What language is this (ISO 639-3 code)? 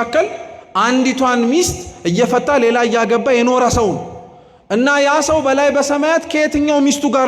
amh